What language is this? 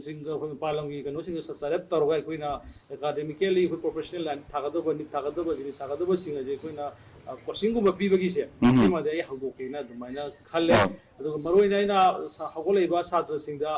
Manipuri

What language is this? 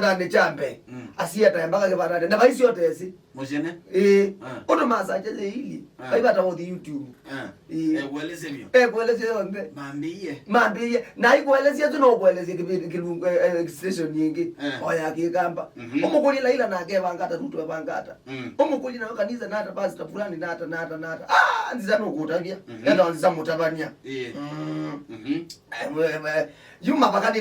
Kamba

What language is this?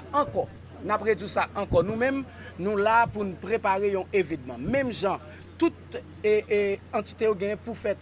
Haitian Creole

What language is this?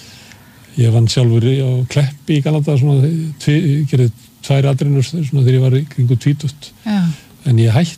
Icelandic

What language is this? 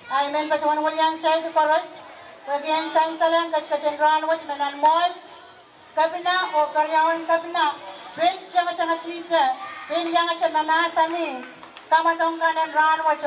Pohnpeian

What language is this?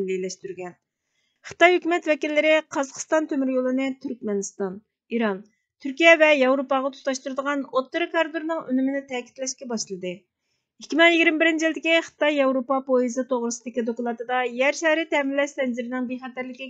Uyghur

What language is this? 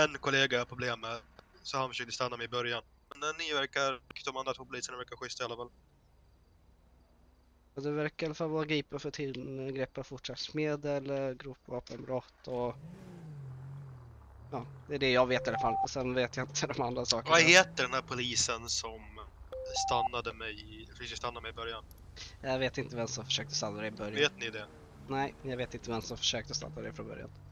Swedish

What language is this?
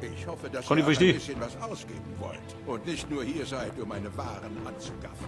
Bavarian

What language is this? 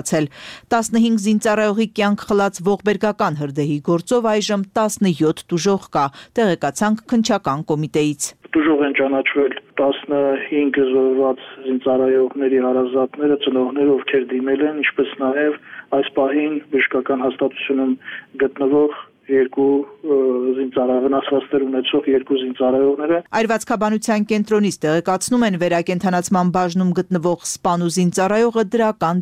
Armenian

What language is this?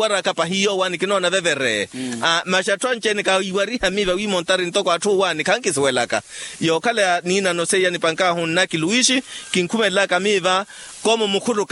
Makhuwa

